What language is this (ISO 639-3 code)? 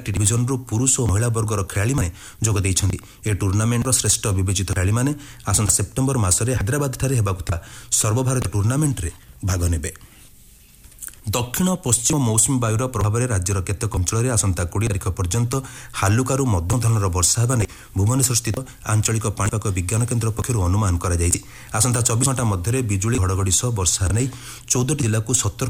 ori